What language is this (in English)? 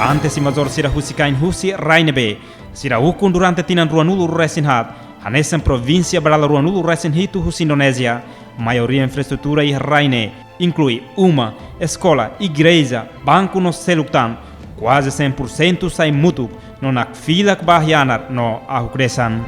Tetum